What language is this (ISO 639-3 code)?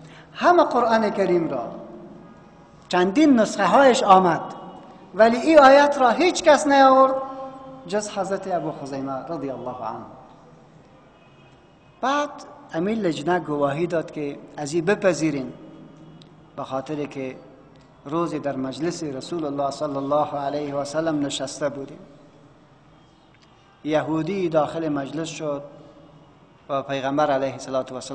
fas